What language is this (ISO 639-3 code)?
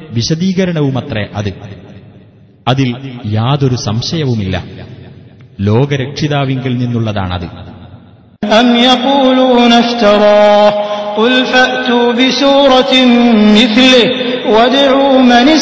mal